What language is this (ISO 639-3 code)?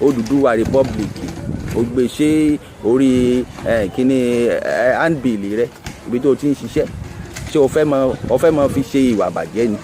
yor